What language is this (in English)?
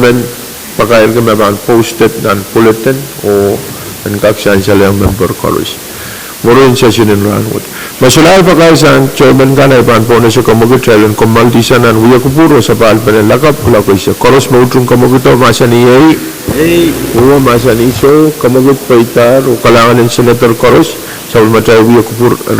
Pohnpeian